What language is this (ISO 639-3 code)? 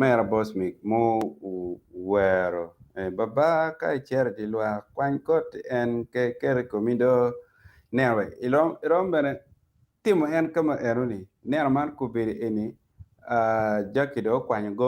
ach